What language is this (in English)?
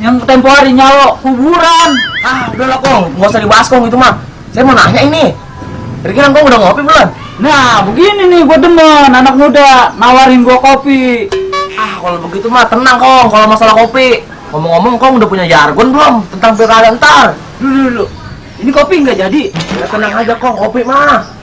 Betawi